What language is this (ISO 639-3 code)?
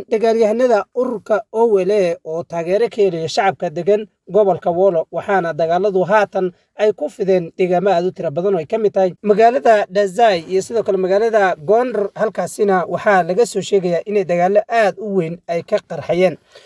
som